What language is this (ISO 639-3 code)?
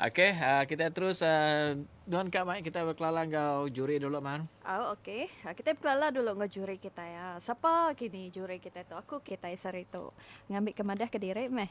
iba